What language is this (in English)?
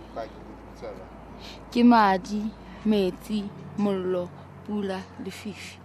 Southern Sotho